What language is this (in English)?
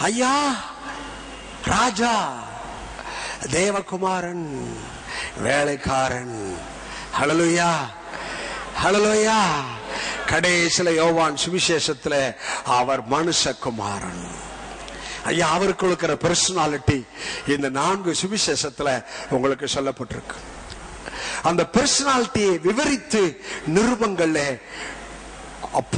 Tamil